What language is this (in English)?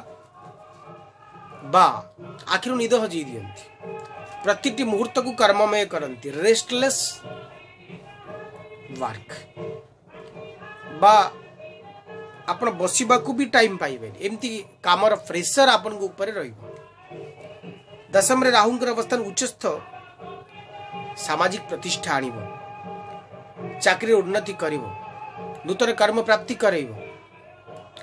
Odia